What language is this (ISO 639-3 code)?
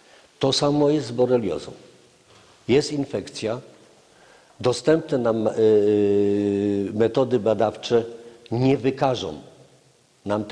pol